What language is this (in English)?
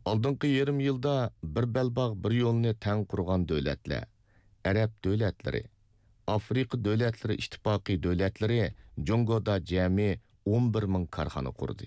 Uyghur